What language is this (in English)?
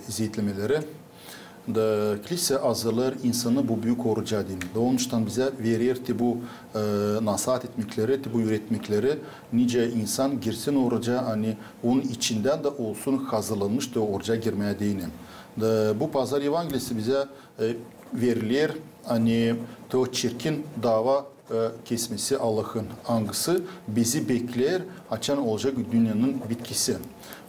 Gagauz